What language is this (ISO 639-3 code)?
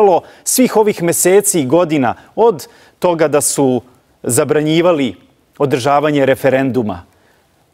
srp